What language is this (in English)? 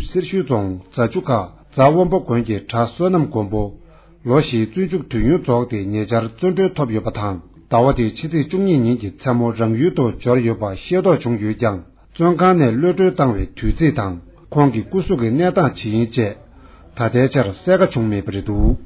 Tibetan